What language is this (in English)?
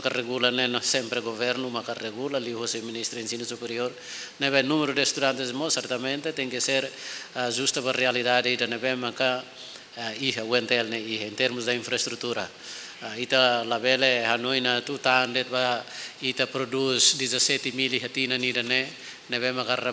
Tetum